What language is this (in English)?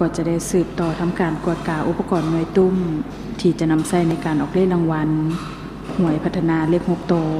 Lao